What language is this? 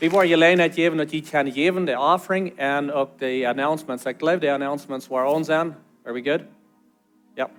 Plautdietsch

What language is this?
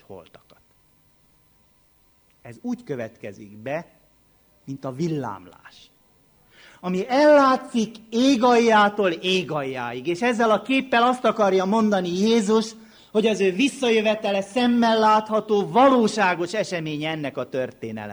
Hungarian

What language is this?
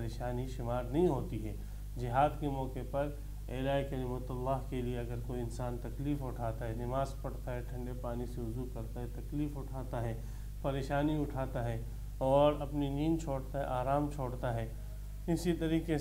Urdu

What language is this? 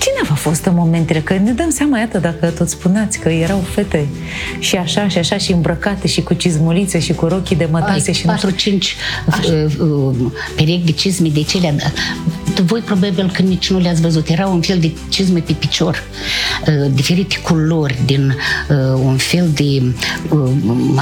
Romanian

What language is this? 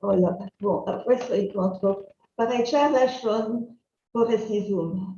Ladino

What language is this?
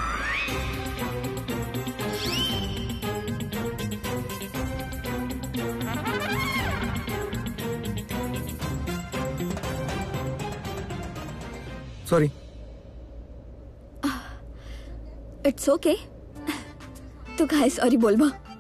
Bhojpuri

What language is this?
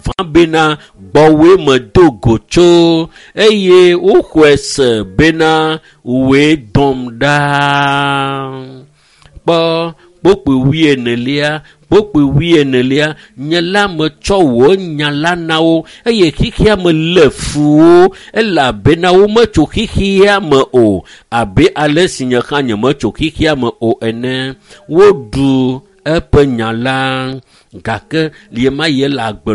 Ewe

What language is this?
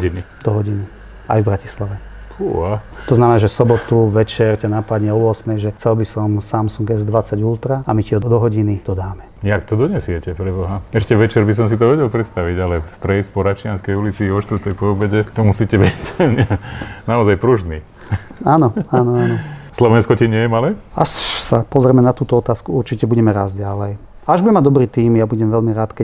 Slovak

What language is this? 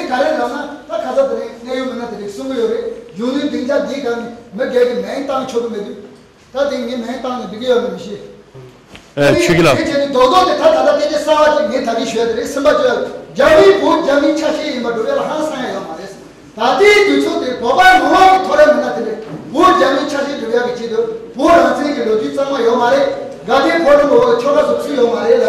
Tibetan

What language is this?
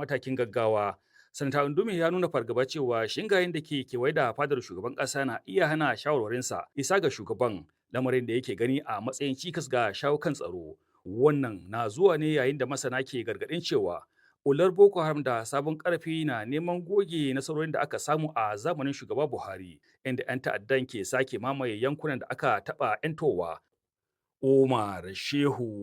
Hausa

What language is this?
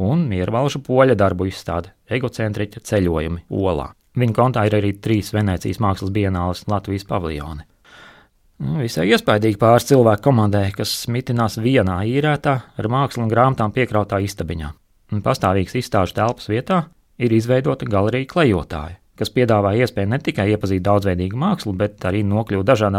Latvian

